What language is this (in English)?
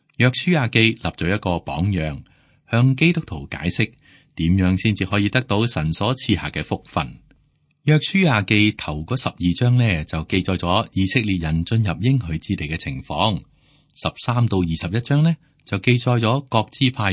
Cantonese